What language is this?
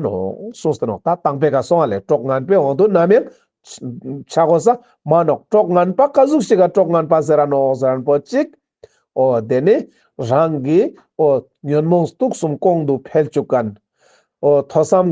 Ladakhi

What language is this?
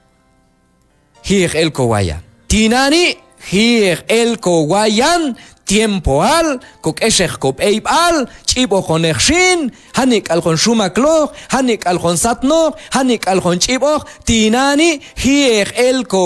Q'anjob'al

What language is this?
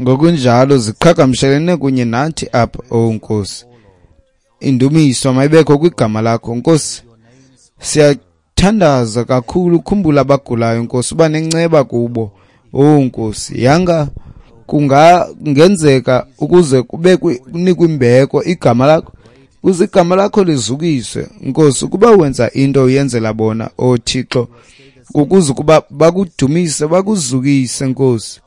Xhosa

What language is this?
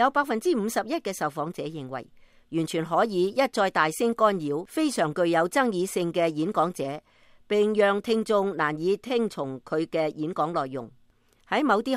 Cantonese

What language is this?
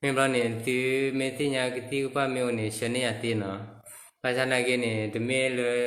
S'gaw Karen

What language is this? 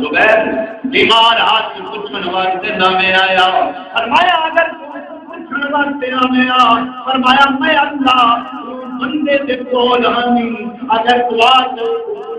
Saraiki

